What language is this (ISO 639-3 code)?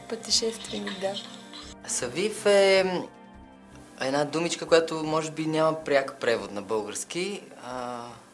bul